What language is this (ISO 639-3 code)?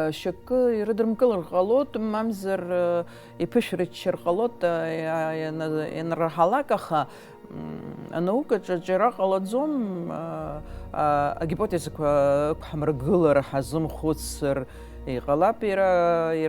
abk